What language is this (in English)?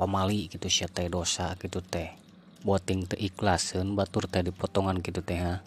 Sundanese